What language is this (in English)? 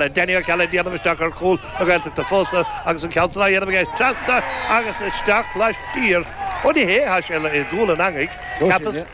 Irish